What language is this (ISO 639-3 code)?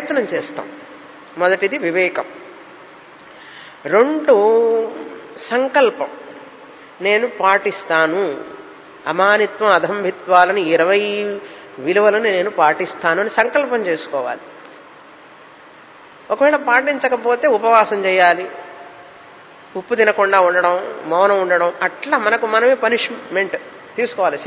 tel